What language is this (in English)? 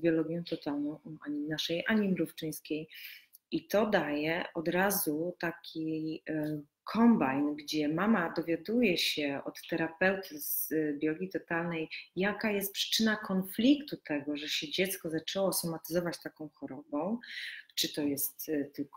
Polish